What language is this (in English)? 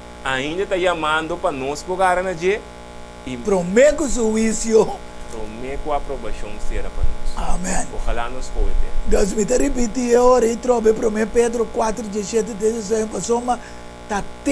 Papiamento